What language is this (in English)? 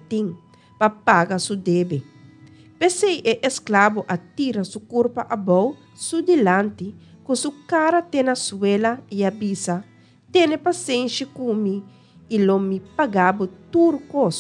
Papiamento